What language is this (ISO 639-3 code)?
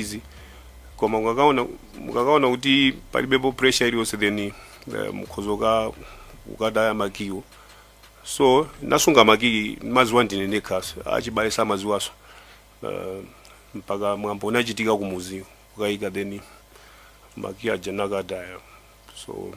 nya